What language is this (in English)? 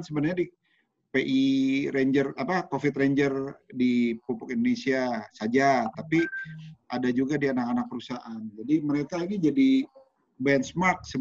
Indonesian